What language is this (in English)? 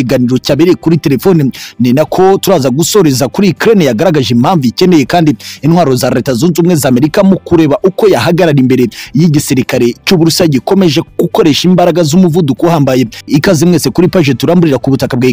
Kinyarwanda